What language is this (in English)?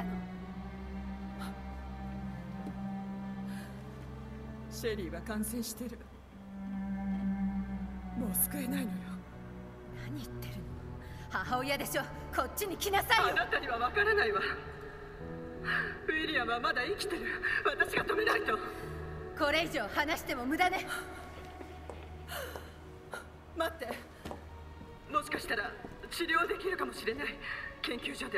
Japanese